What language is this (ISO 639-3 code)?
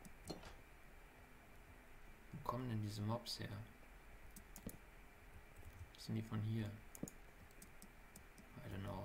deu